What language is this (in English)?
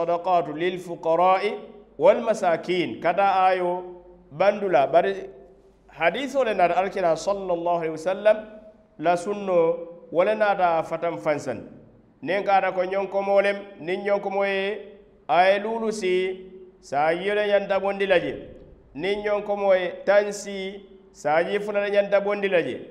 Mandingo